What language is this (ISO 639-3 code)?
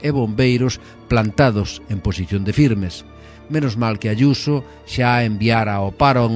glg